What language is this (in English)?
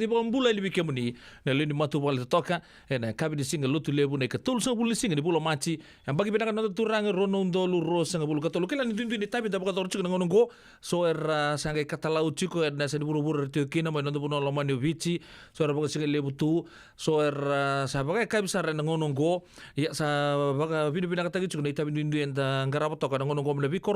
Fijian